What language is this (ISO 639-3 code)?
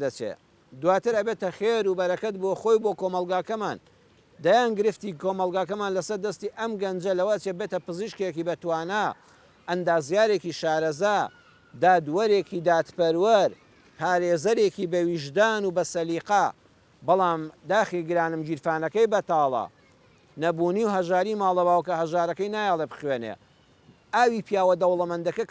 ckb